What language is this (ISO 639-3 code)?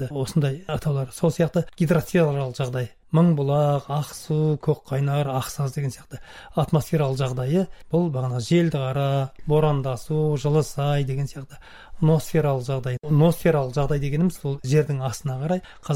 kaz